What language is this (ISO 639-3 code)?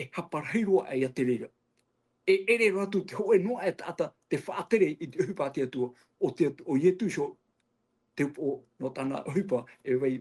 tah